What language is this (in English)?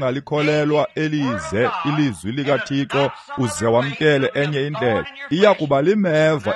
Xhosa